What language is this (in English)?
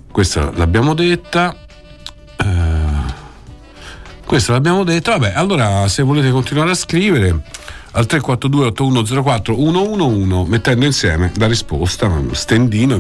Italian